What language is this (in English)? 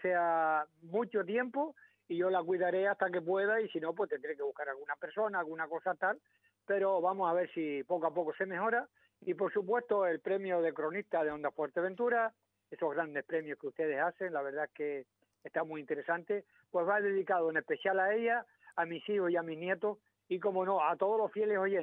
Spanish